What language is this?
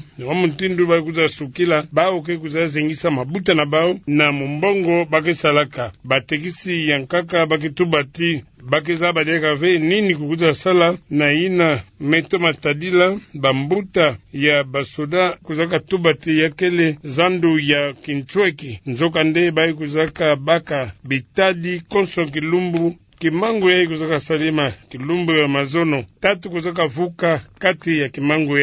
Kituba (Democratic Republic of Congo)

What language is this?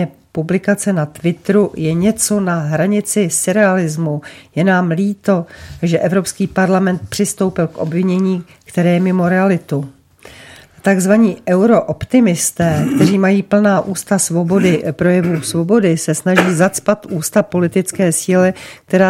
Czech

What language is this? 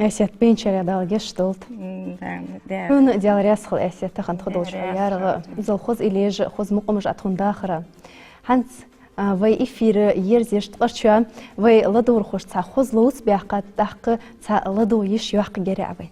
Ingush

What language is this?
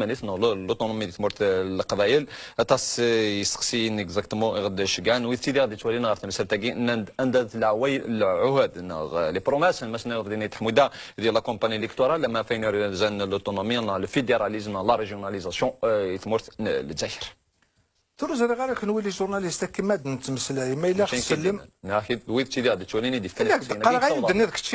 Kabyle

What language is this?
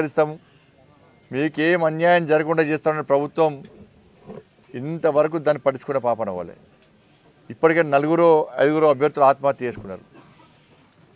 Telugu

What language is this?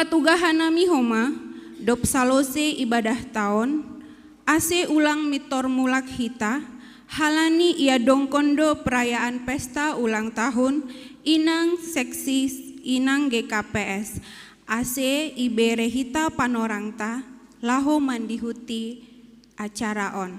Batak Simalungun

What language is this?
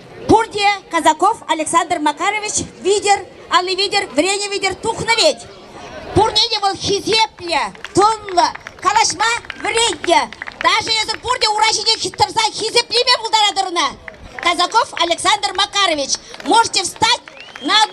Chuvash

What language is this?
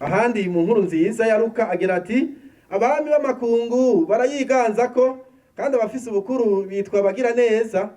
Rundi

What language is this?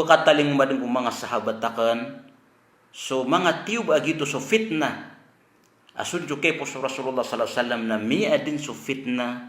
Maranao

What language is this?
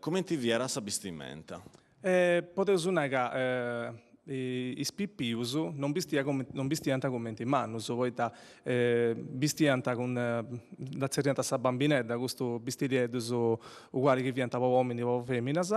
Sardinian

